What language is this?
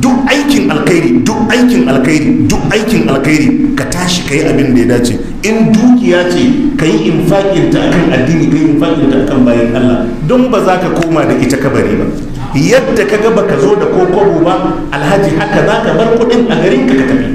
Hausa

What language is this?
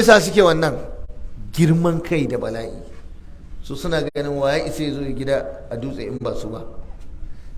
Hausa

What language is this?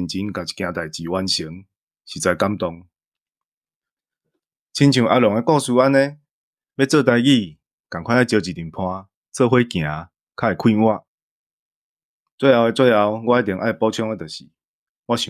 Min Nan Chinese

